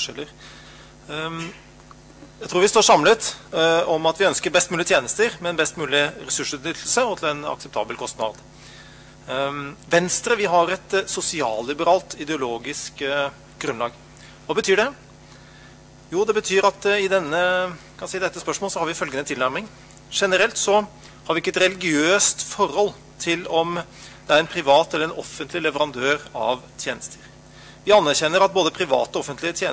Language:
Norwegian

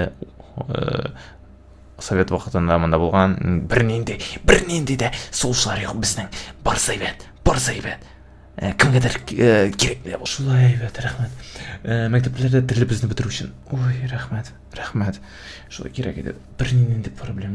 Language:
Tatar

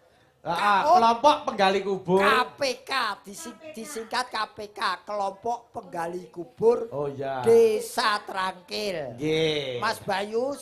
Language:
Javanese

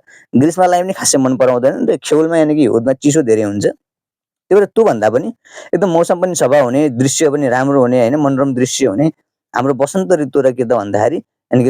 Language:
Nepali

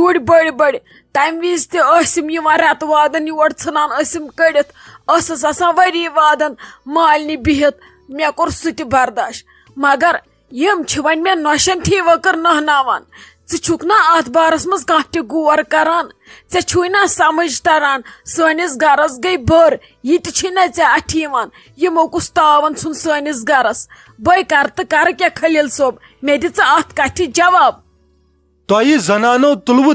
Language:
Kashmiri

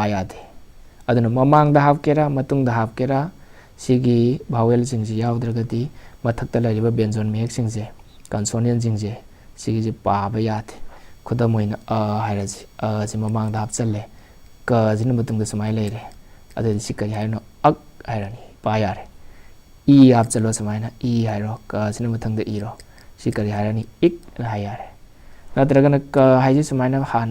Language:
Manipuri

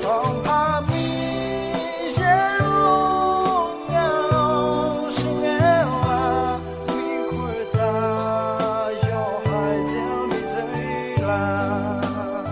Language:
Akha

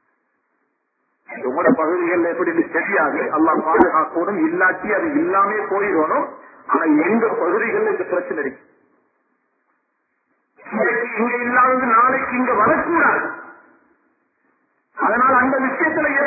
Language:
Tamil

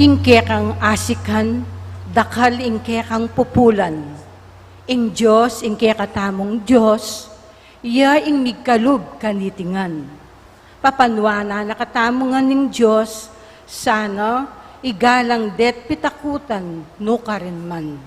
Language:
Pampanga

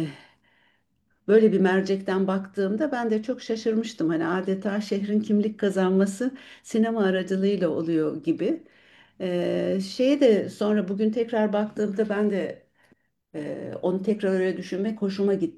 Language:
Turkish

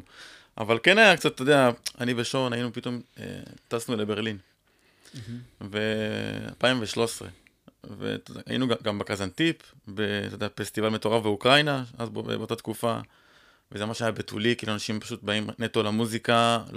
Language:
Hebrew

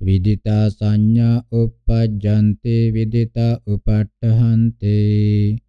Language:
Pali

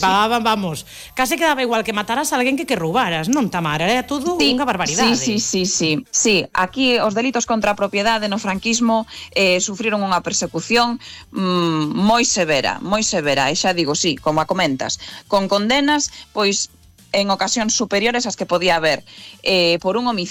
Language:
Galician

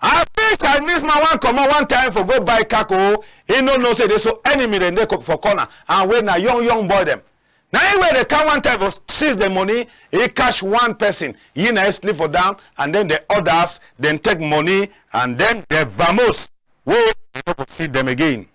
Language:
Cameroon Pidgin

